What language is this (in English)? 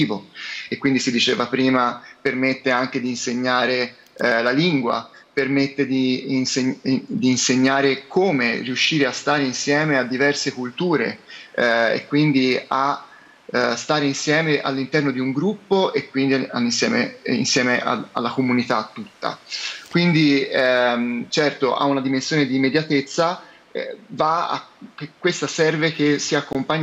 Italian